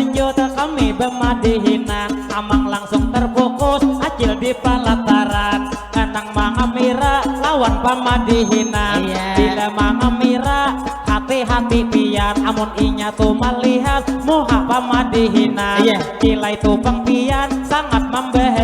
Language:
Banjar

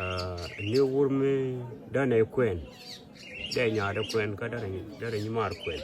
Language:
Nuer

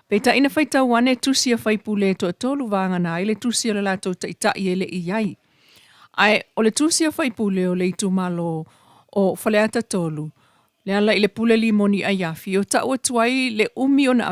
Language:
Samoan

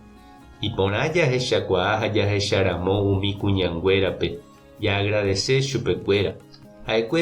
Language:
Guarani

